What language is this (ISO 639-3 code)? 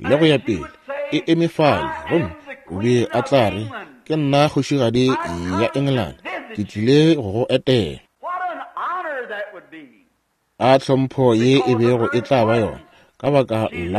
nso